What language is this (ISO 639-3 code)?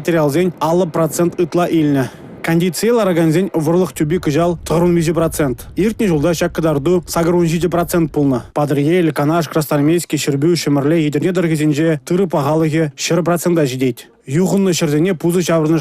chv